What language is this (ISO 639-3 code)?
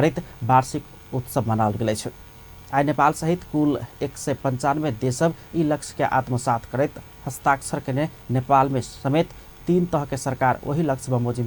mai